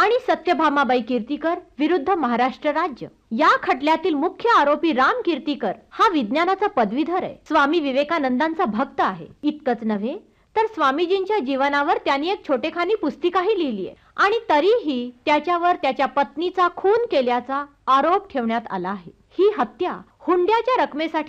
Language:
Marathi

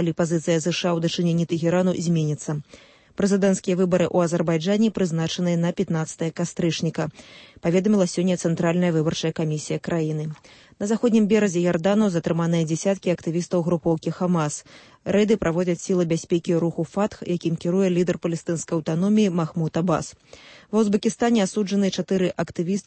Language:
Belarusian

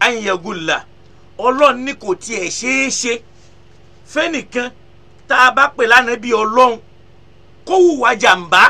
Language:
Yoruba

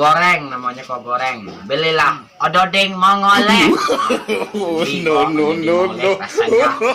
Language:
Minangkabau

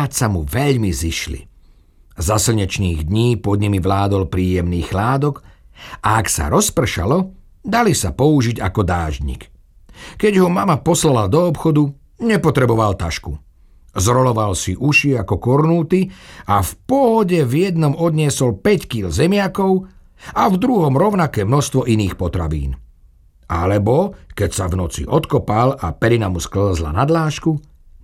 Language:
Slovak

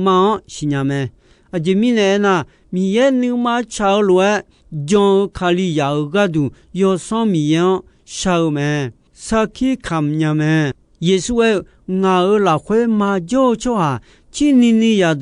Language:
Akha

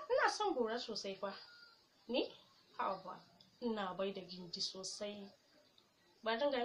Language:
Hausa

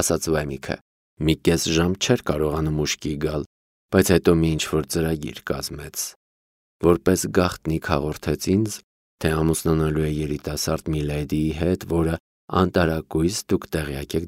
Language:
Armenian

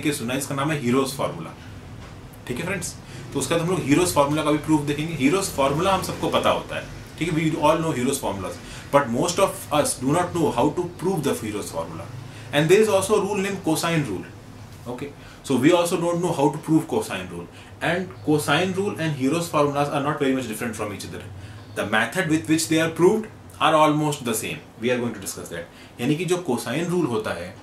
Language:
Hindi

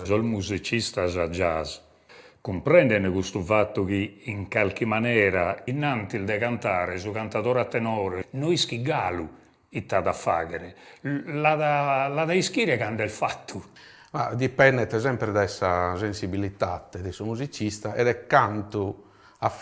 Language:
Sardinian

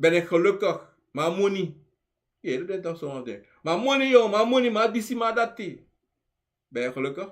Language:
Sranan Tongo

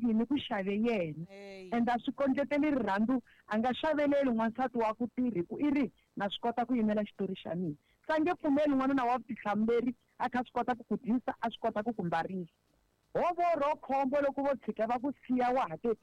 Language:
Tsonga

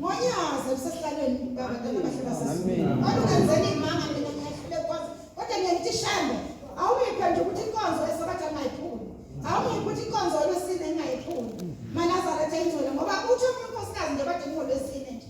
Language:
Zulu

